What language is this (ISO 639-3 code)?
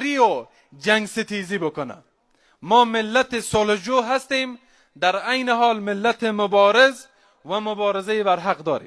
fas